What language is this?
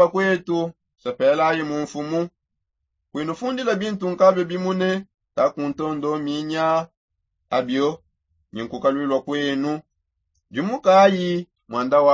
Songe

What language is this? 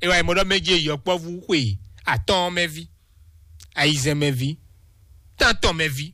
Fon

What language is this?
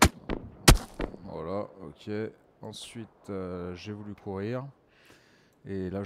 French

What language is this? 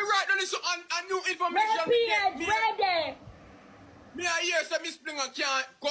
Jamaican Creole English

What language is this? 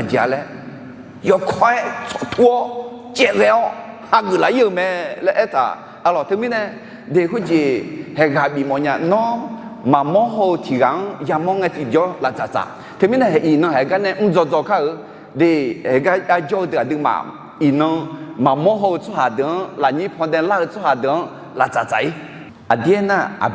Akha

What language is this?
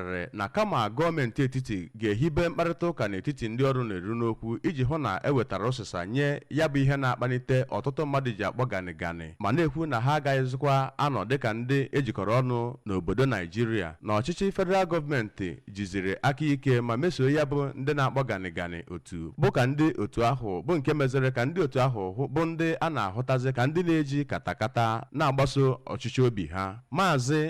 Igbo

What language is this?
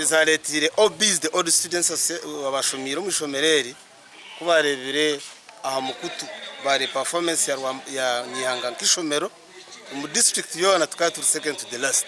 Nyankole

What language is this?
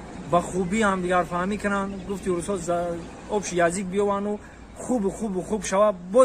Tajik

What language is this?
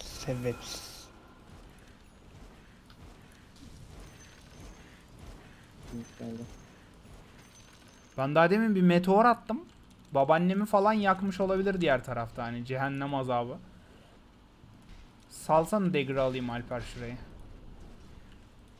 Turkish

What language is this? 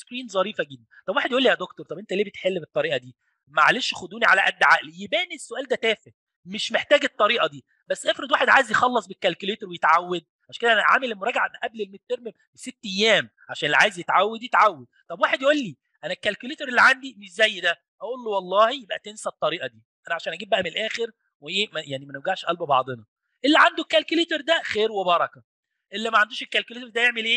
Egyptian Arabic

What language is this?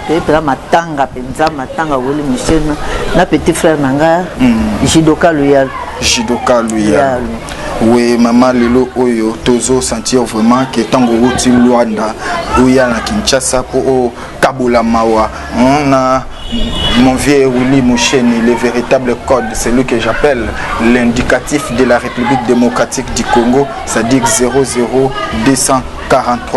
Lingala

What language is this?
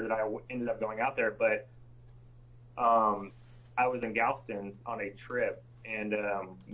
English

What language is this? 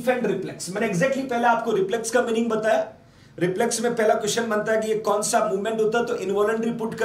Hindi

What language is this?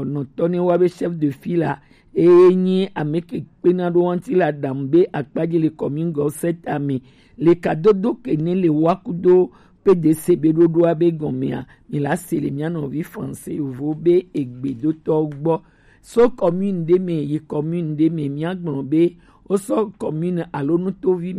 Gen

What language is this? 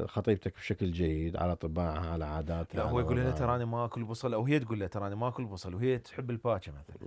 Mesopotamian Arabic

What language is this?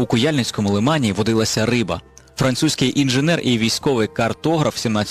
Ukrainian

